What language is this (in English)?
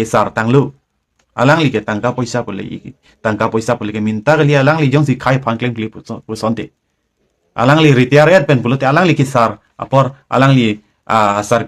Karbi